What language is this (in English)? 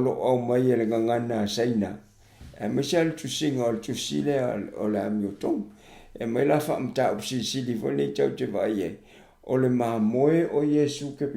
Samoan